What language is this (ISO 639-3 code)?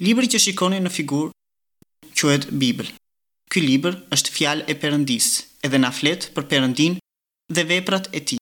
sqi